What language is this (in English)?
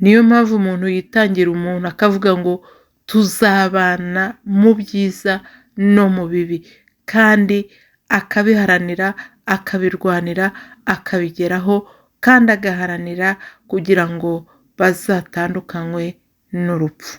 Kinyarwanda